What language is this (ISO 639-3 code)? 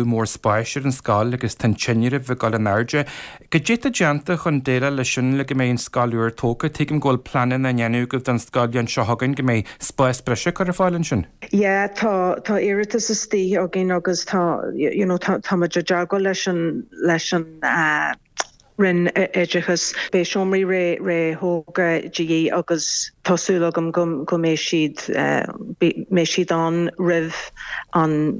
gle